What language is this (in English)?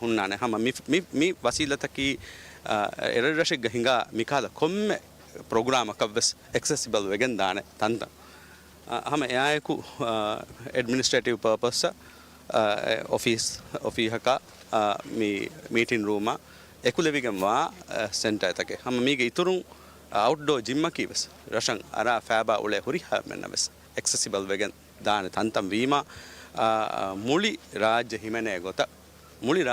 Divehi